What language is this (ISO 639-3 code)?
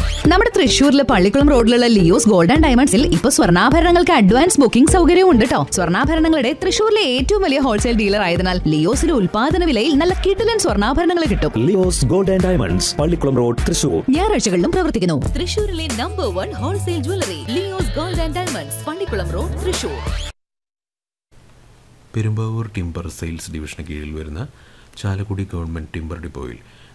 mal